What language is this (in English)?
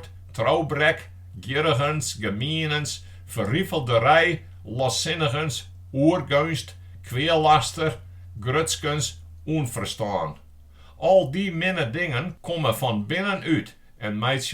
Western Frisian